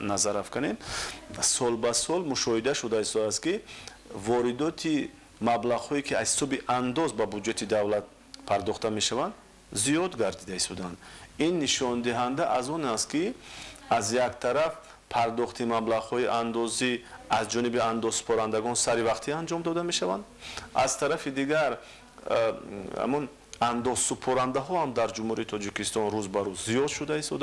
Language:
Tajik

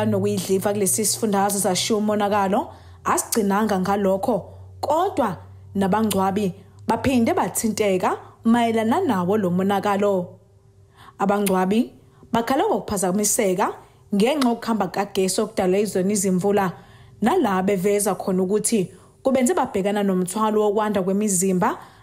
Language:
Zulu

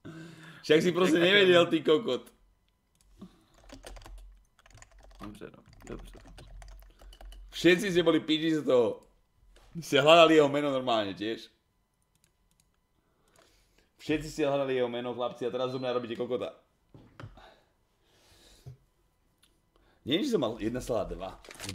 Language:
Slovak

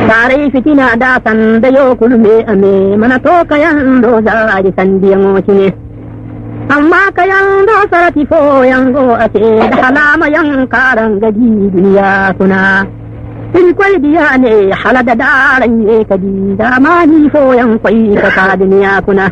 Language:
Zarma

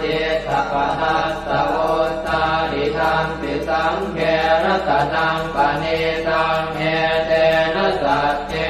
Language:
Pali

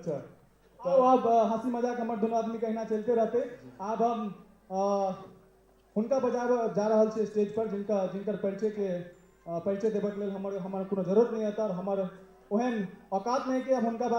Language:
Maithili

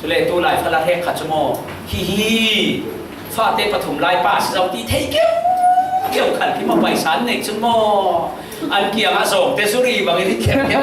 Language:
Falam Chin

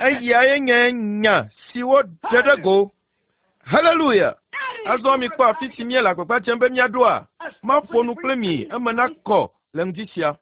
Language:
Ewe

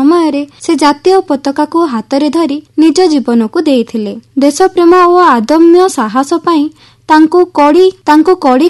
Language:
Odia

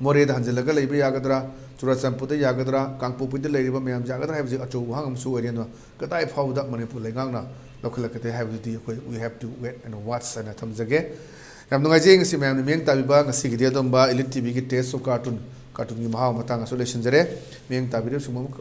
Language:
Manipuri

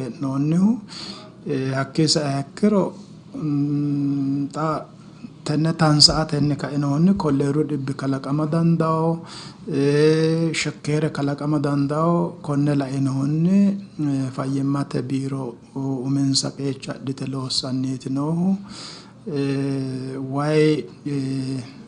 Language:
Sidamo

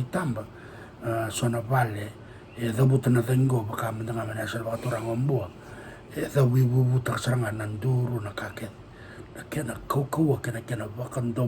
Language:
Fijian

